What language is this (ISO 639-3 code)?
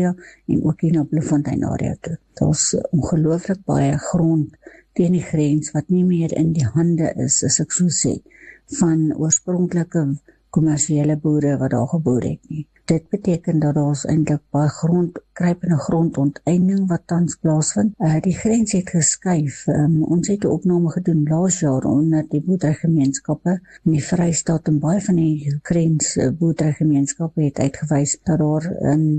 afr